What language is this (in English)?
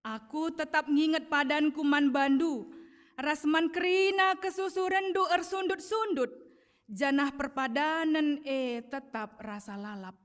Batak Karo